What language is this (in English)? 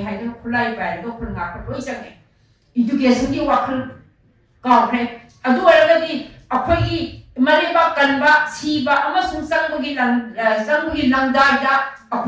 Manipuri